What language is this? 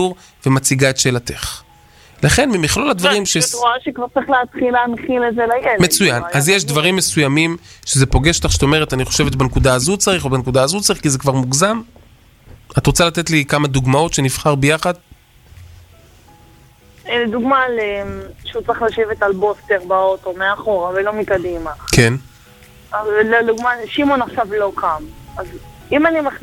Hebrew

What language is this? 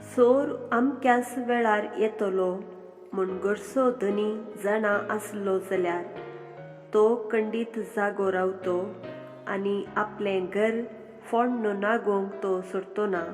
Konkani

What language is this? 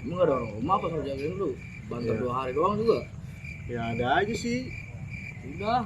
Betawi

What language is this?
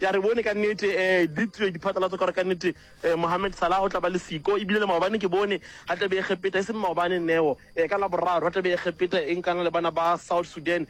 Northern Sotho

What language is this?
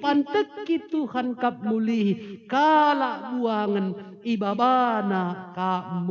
Batak Karo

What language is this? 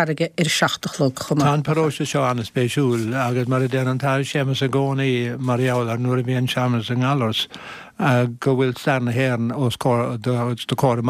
Irish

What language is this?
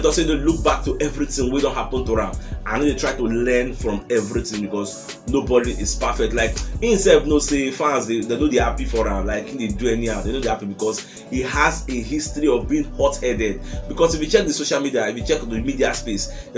Nigerian Pidgin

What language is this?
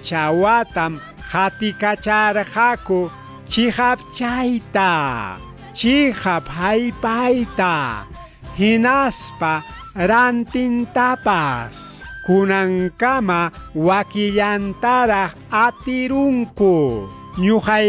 Ayacucho Quechua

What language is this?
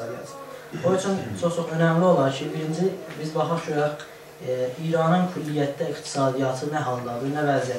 South Azerbaijani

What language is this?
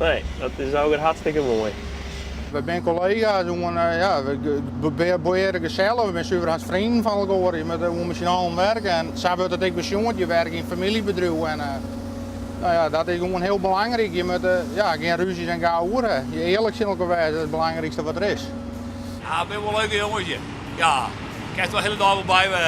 Western Frisian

